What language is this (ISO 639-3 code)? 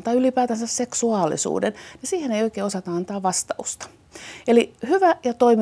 fin